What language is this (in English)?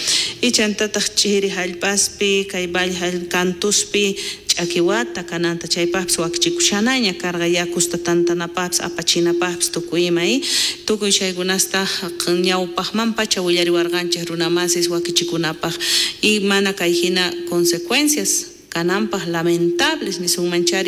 South Bolivian Quechua